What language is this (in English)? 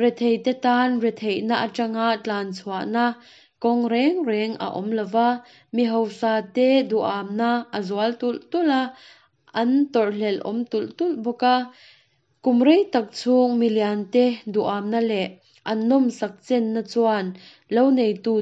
Mizo